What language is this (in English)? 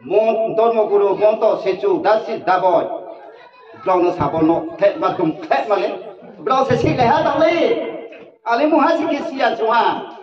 Riang (India)